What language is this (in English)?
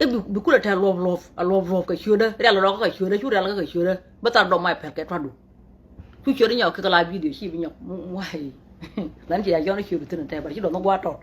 Nuer